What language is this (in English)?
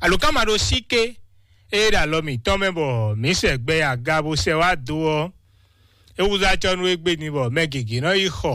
Fon